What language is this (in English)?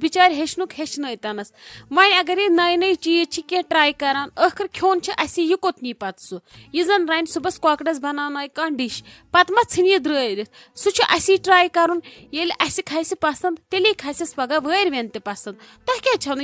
Kashmiri